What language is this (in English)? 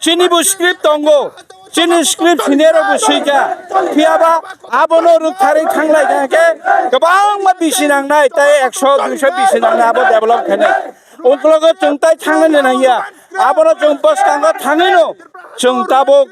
Kok Borok